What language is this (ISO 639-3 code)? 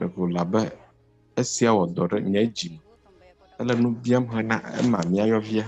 ewe